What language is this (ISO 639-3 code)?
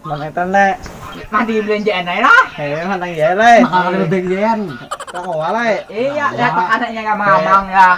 bjn